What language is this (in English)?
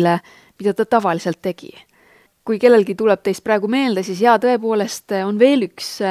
Estonian